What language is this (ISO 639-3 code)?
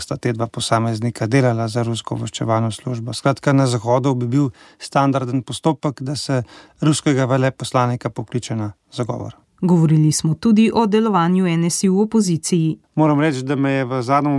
slv